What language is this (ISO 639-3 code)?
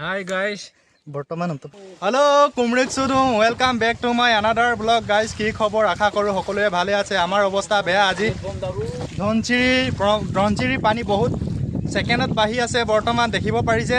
asm